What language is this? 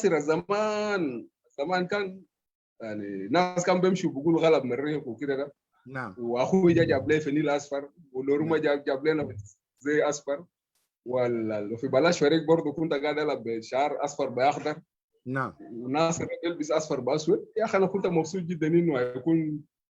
Sudanese Arabic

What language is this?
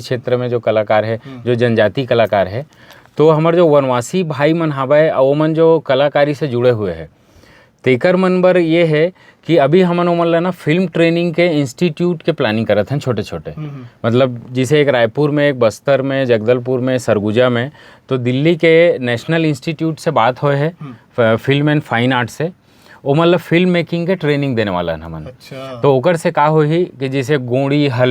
Chhattisgarhi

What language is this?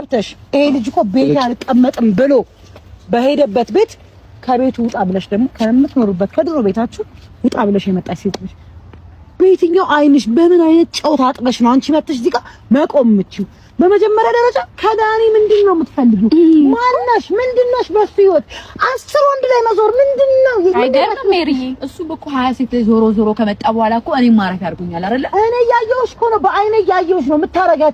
Amharic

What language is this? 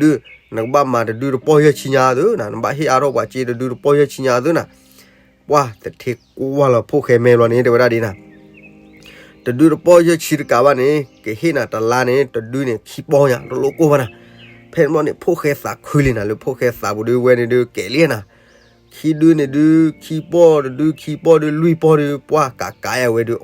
S'gaw Karen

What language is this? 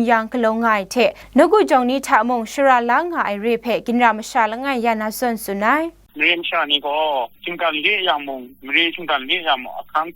Kachin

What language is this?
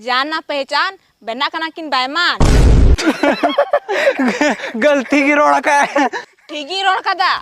Santali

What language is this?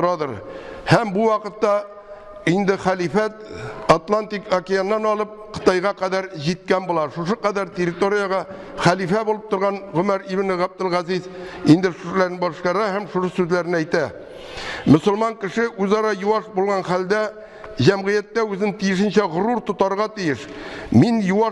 Tatar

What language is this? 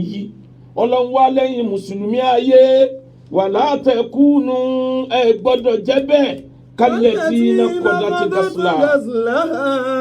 Yoruba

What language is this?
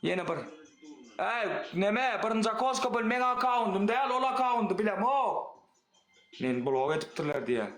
Turkmen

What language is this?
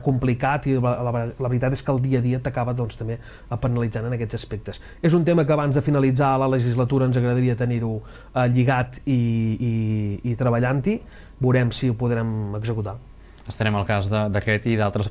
Catalan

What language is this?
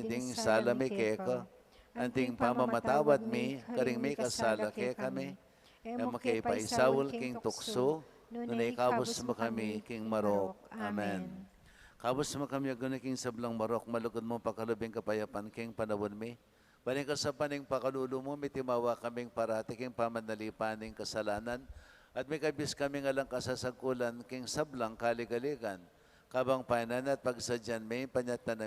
Pampanga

